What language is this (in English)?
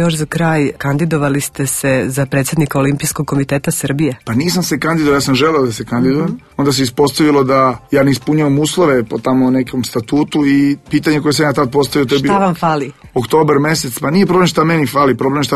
Serbian